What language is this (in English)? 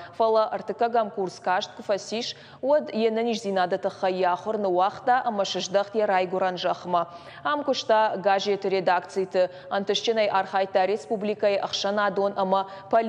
Ossetic